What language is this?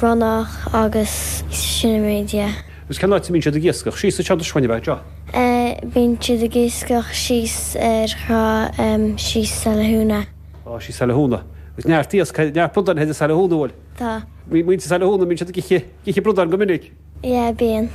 Irish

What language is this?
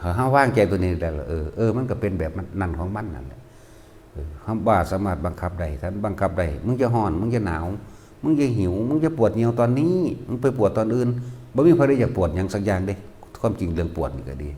Northeastern Thai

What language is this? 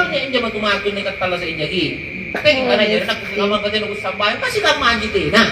Makasar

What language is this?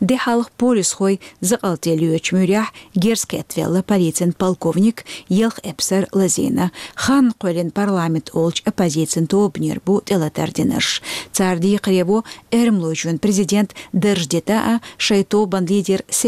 Chechen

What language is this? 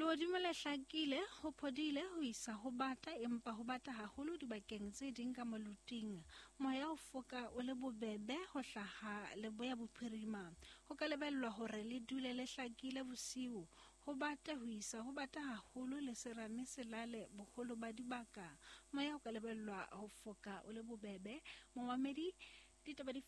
Southern Sotho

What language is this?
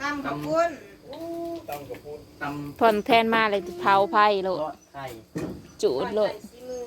Northeastern Thai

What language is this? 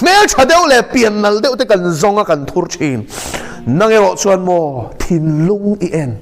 Mizo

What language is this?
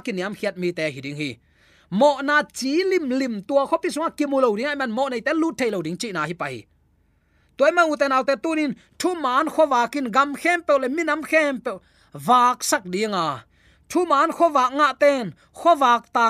Tedim Chin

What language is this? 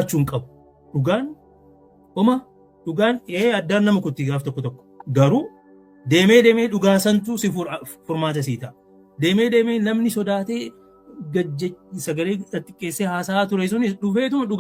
Oromo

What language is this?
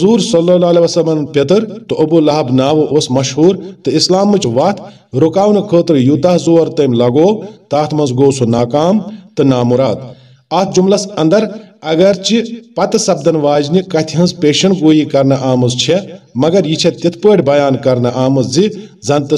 Kashmiri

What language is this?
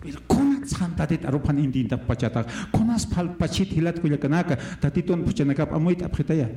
Aymara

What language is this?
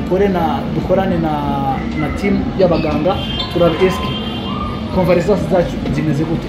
Kinyarwanda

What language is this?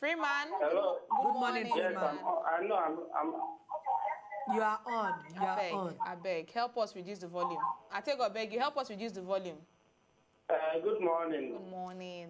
Nigerian Pidgin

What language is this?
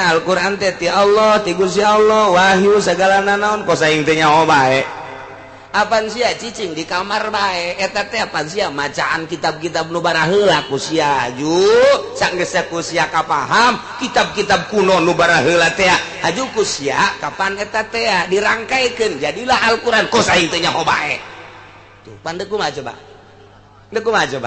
Sundanese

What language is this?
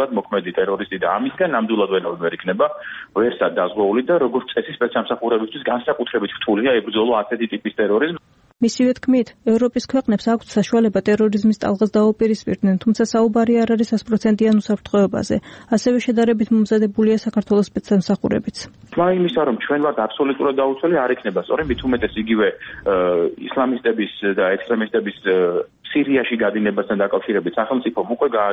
Georgian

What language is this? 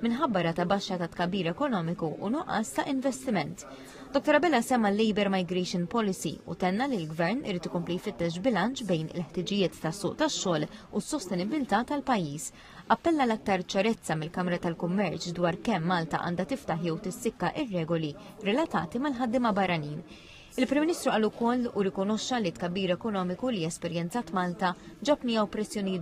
Maltese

